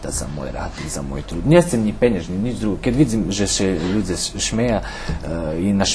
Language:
Rusyn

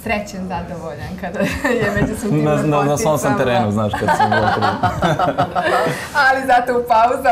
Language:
Serbian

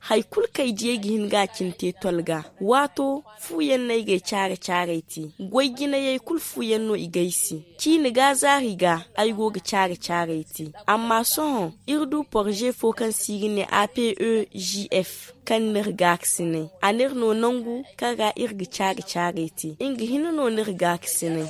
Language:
Zarma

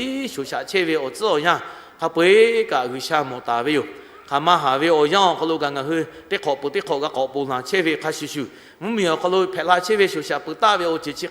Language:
Lahu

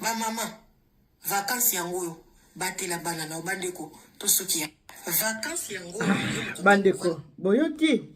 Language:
Lingala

